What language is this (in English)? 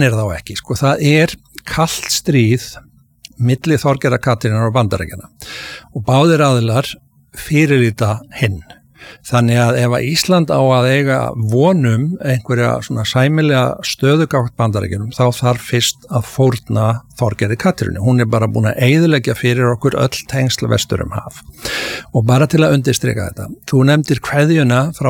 Icelandic